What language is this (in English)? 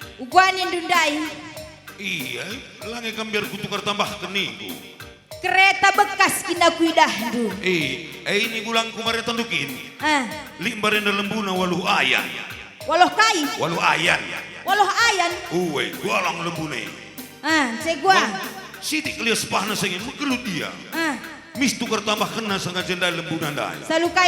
Batak Karo